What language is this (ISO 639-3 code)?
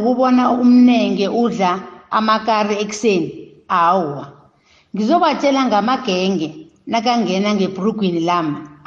nbl